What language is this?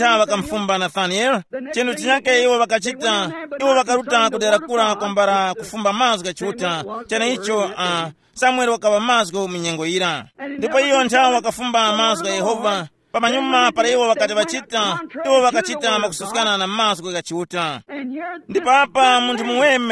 Tumbuka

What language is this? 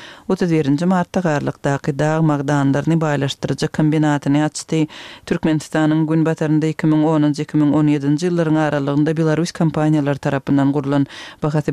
Turkmen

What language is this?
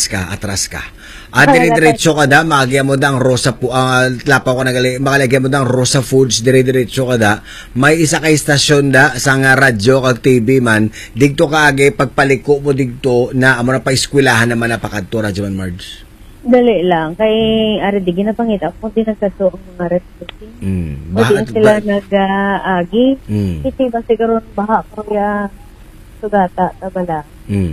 Hiligaynon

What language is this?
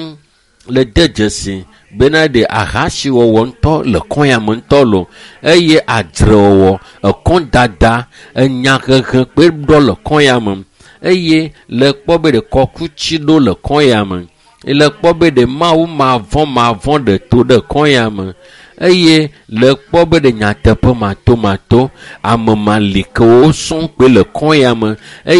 Ewe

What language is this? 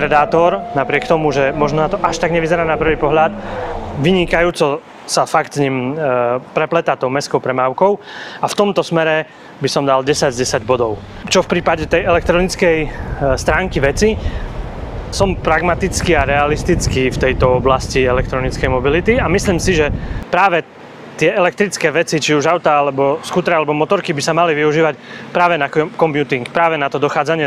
Slovak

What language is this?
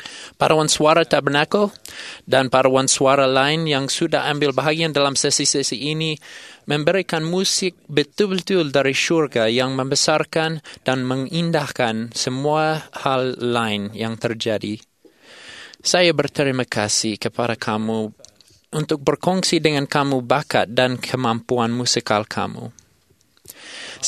Malay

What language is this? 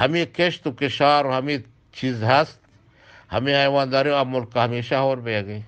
Eastern Balochi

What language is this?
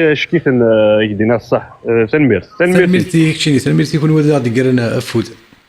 Kabyle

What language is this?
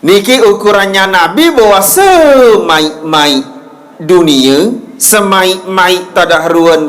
Sasak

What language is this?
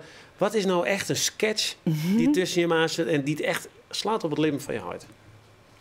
Western Frisian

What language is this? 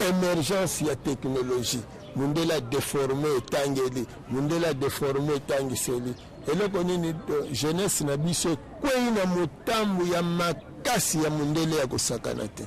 Lingala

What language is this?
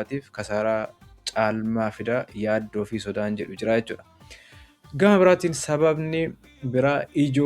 Oromo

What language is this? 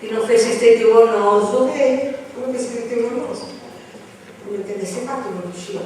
Sardinian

